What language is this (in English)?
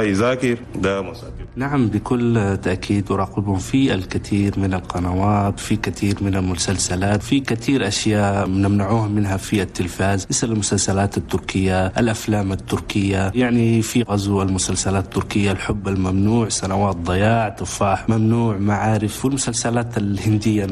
Chadian Arabic